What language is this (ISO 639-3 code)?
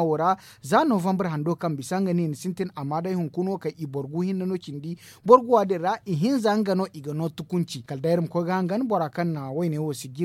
dje